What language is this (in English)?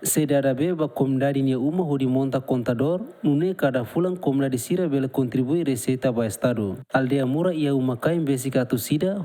Tetum